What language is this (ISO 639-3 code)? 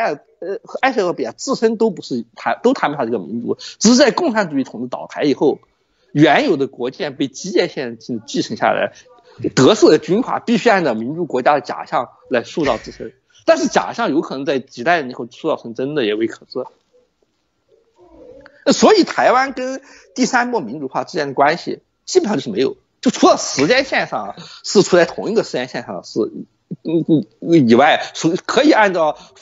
zho